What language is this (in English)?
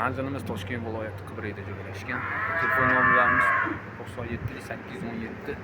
Uzbek